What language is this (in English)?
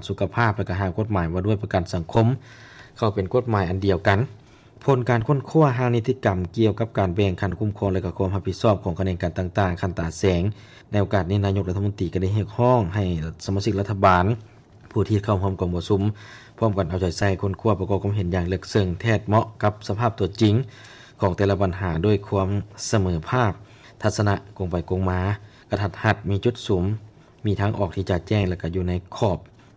Lao